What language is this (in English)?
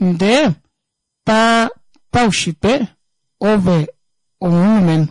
Kuanyama